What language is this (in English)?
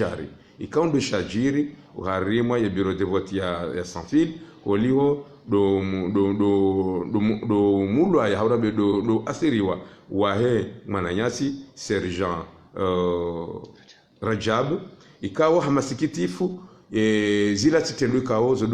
Ngazidja Comorian